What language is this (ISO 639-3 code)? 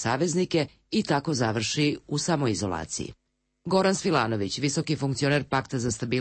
srp